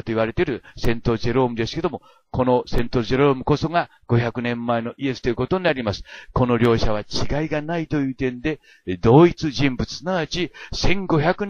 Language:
Japanese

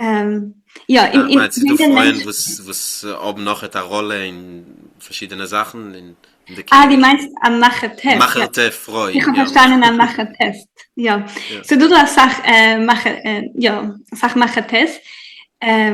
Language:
Yiddish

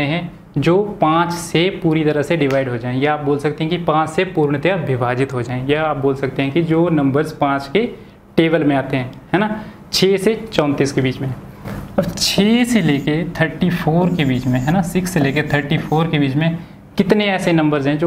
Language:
Hindi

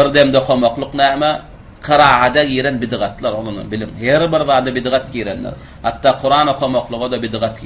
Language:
Turkmen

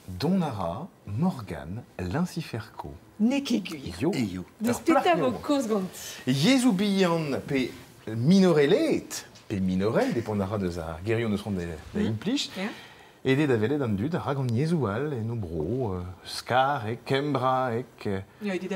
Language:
Breton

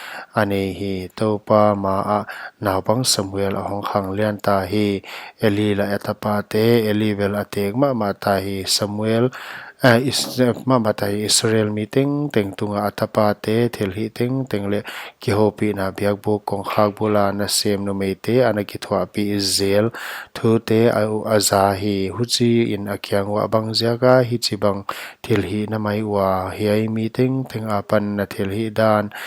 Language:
Paite Chin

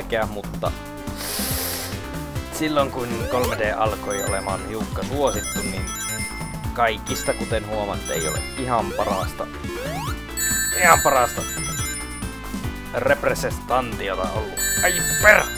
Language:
Finnish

